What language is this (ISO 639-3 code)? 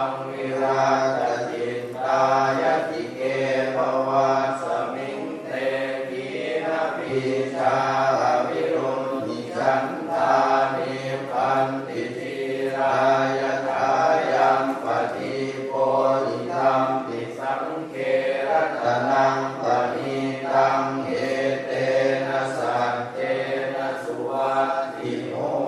pli